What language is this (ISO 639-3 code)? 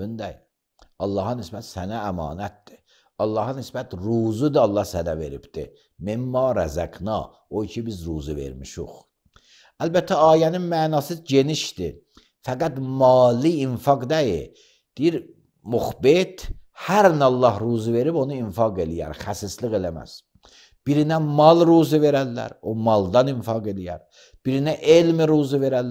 aze